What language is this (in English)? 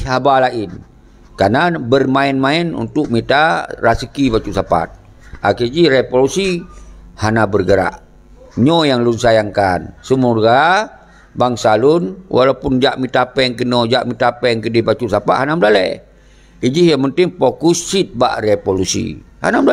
Achinese